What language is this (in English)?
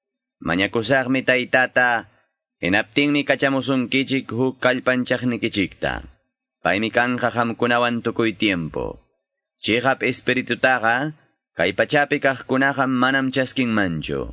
Quechua